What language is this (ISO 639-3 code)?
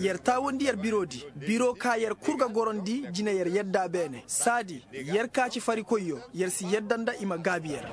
ses